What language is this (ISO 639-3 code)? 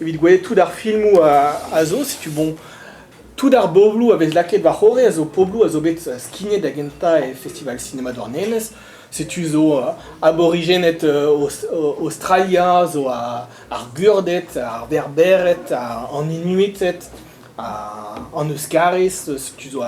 bre